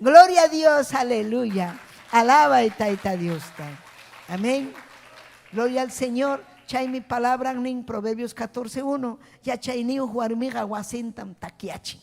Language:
Ayacucho Quechua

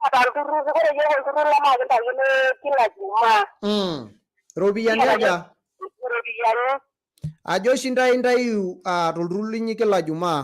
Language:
Masai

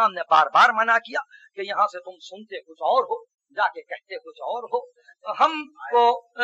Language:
Urdu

